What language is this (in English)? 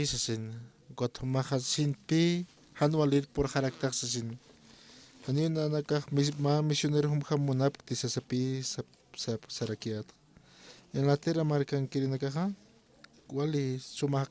Aymara